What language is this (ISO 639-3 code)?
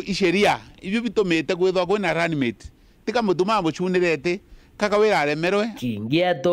mer